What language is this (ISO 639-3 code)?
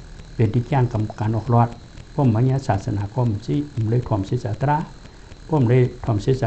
shn